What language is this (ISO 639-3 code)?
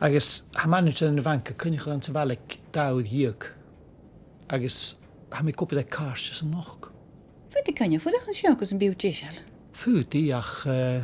gla